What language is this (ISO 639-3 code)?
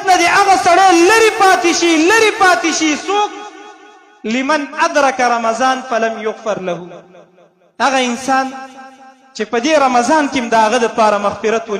pus